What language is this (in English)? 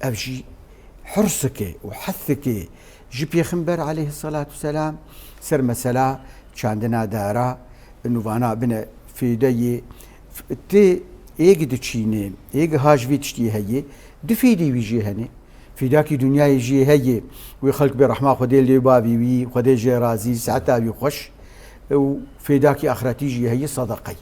Kurdish